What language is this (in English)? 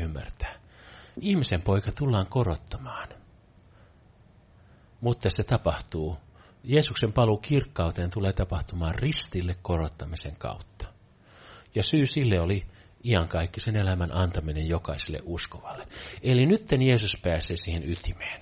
Finnish